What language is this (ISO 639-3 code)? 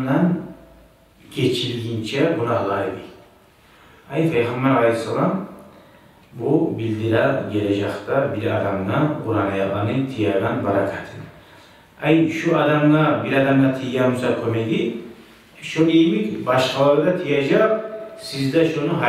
kum